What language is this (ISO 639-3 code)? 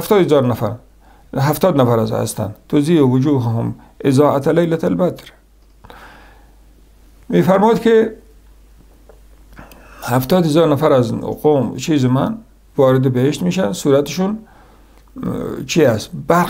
fas